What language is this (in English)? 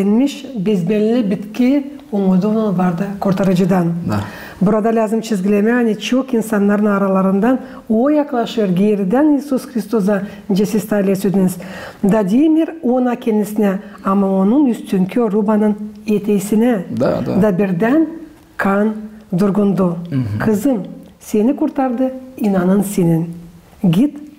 Gagauz